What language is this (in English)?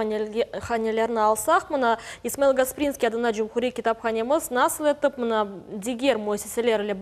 Crimean Tatar